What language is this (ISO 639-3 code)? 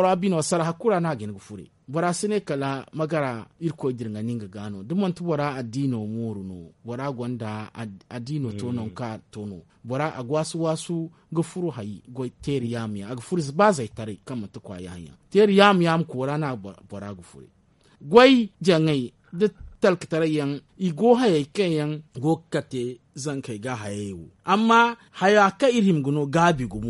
dje